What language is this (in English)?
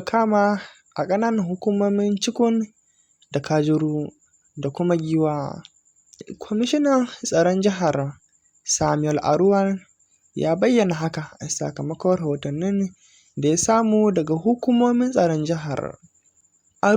Hausa